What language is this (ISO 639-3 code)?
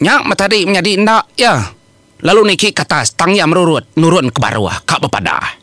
iba